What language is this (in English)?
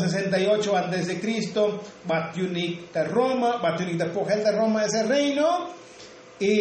Tzotzil